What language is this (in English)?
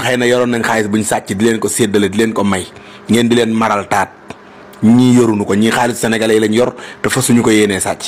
Wolof